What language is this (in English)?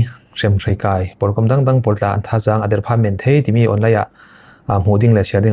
Falam Chin